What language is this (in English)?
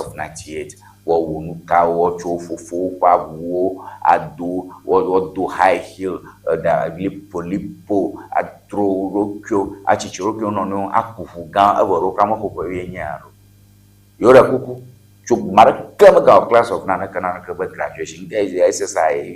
Ewe